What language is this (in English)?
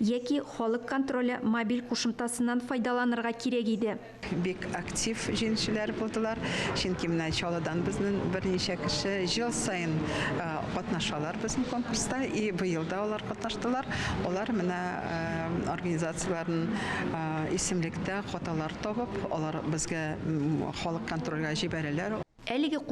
Tatar